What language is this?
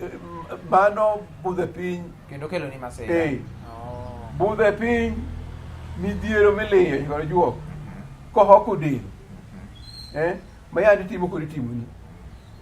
Luo (Kenya and Tanzania)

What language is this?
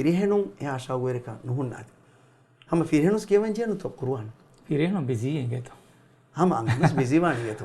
Divehi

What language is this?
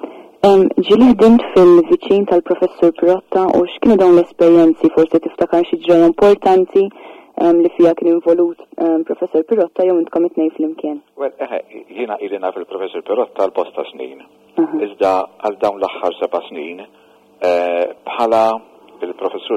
Maltese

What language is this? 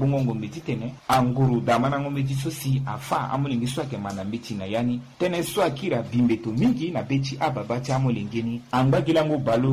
Sango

